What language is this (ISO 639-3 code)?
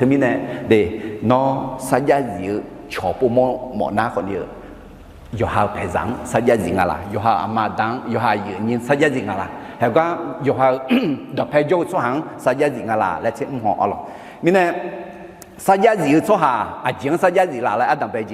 ahk